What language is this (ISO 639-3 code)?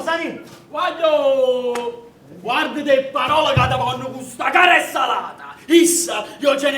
nap